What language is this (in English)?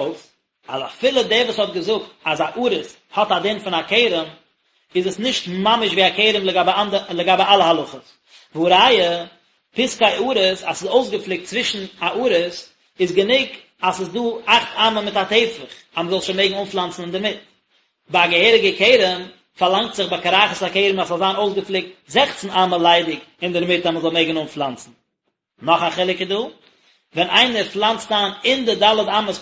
Yiddish